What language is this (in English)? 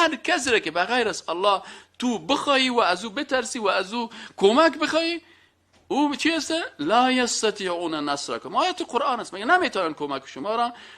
Persian